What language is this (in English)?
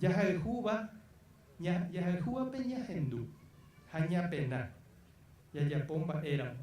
Guarani